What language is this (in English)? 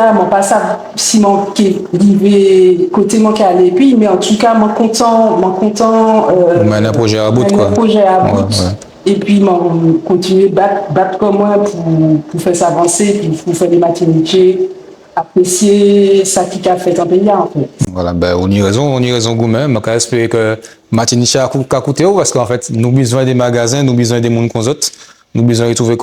Guadeloupean Creole French